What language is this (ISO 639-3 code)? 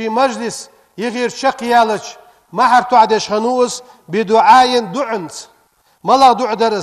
inh